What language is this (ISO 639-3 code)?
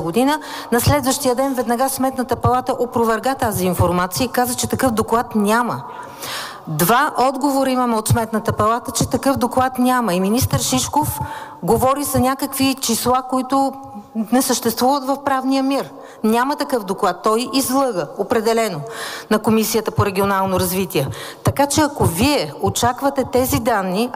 bul